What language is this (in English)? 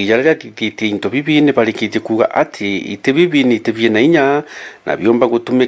Meru